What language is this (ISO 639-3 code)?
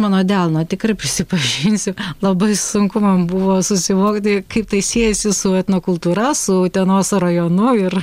lit